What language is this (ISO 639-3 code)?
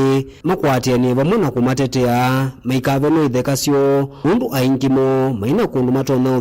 kam